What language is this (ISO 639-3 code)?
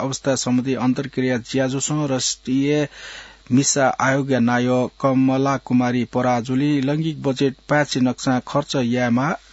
new